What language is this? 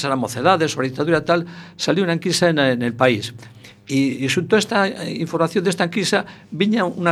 Galician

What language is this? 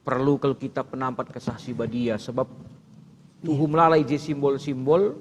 Batak Karo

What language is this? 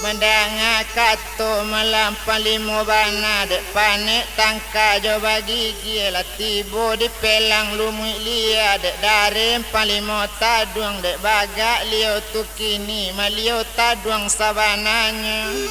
Minangkabau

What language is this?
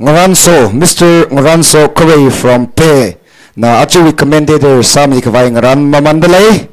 Tangkhul Naga (India)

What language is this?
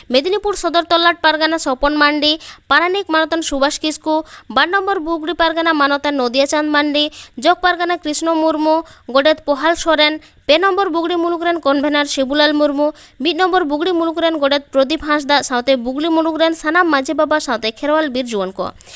Santali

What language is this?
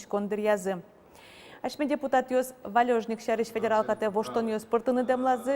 Udmurt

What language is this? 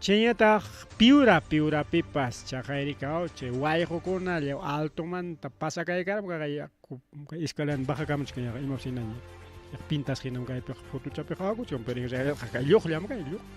Ayacucho Quechua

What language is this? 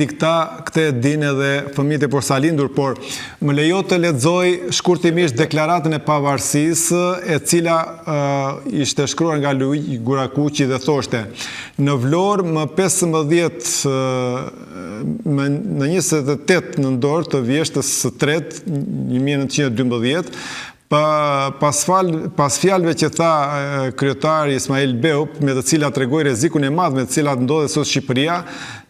Albanian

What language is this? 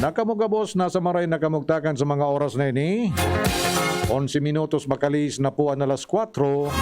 Bikol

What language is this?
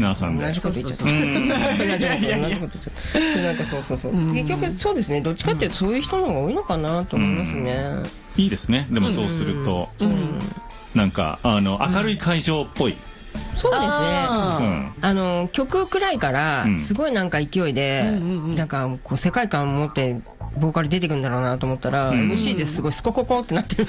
Japanese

